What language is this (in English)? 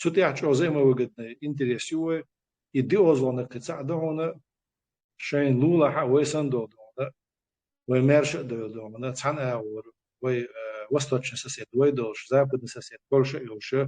Chechen